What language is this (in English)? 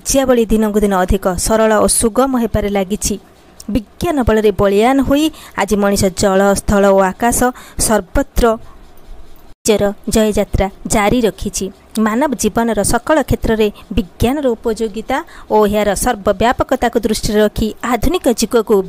Odia